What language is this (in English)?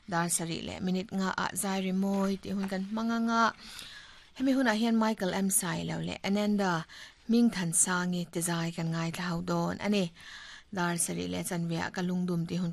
Mizo